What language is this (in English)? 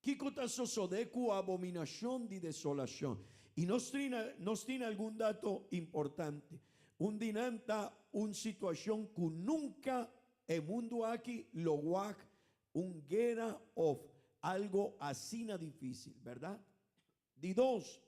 Papiamento